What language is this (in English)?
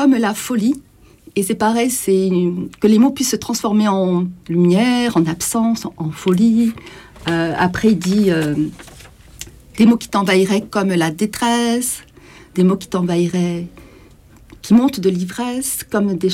French